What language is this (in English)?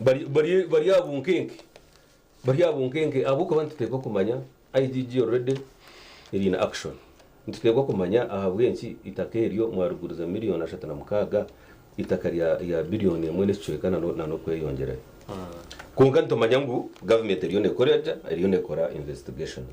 Nyankole